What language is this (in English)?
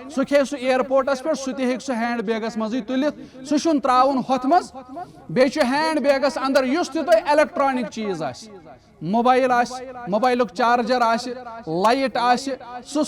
Kashmiri